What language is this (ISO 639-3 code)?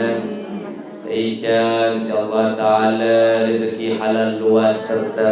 sas